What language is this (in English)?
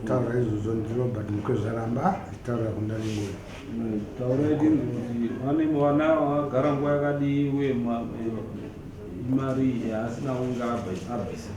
Shona